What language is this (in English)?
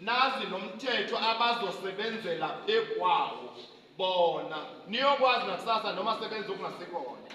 Zulu